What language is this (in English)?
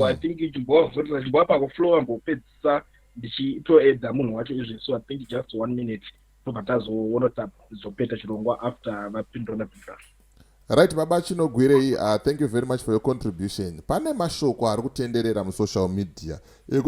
Shona